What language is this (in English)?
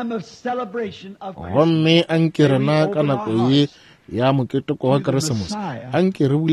Northern Sotho